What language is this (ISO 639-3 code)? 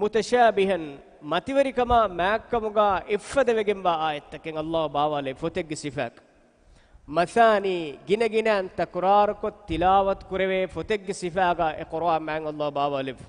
div